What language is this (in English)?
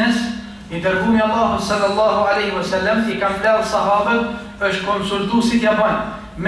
Albanian